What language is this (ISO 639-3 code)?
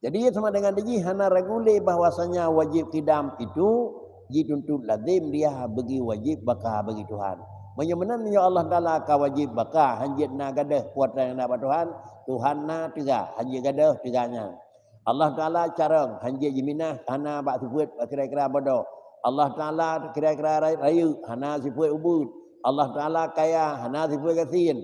ace